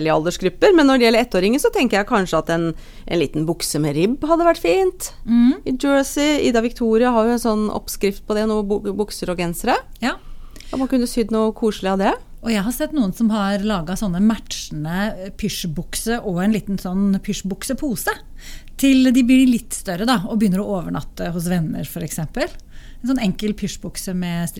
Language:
Norwegian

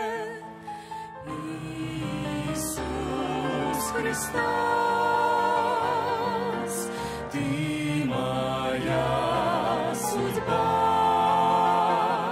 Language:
Russian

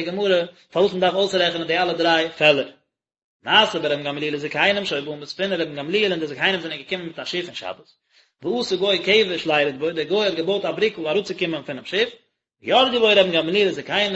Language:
Yiddish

